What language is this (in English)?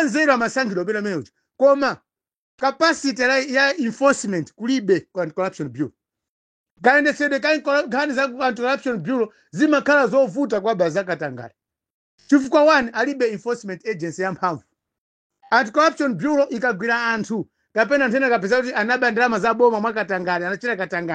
Nyanja